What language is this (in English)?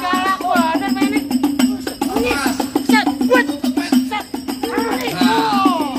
Betawi